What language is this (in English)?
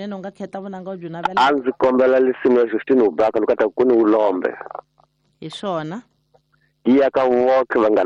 Tsonga